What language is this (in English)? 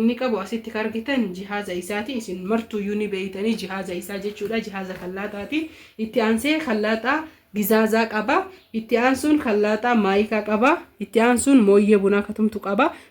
Oromo